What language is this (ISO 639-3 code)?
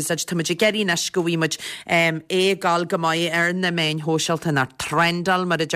gle